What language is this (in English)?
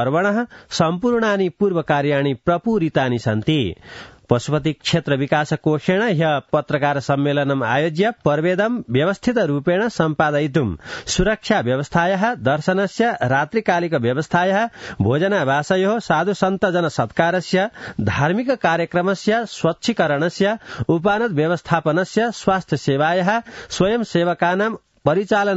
Sanskrit